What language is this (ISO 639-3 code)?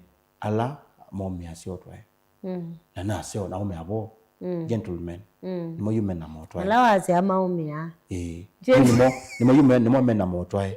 kam